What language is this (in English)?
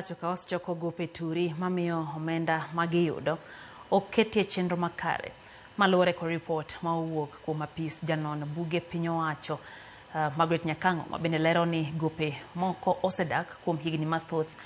Luo (Kenya and Tanzania)